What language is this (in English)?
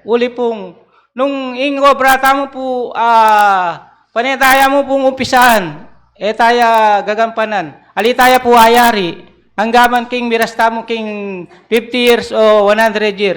Pampanga